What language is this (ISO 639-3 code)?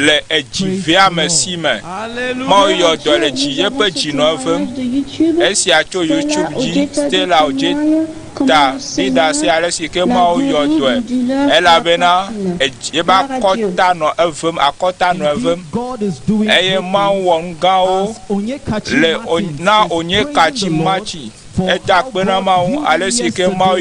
ewe